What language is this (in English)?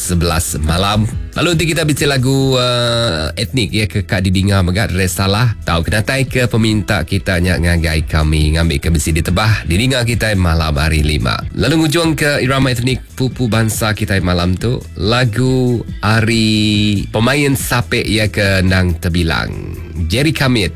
Iban